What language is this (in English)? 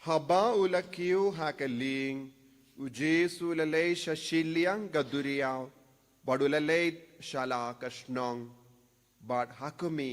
Khasi